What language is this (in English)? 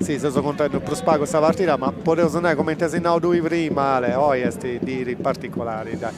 Sardinian